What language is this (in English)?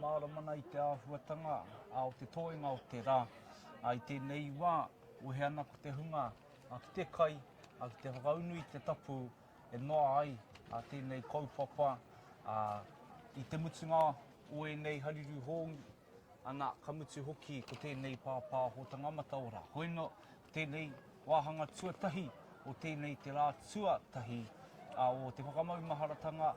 Māori